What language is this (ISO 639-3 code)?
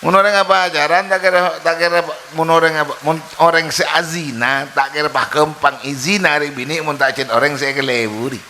mad